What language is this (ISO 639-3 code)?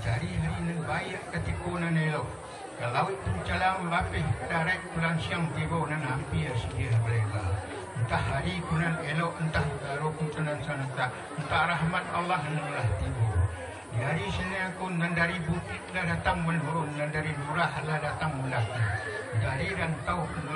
min